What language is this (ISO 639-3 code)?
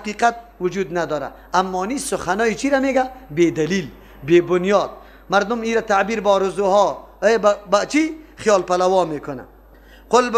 fas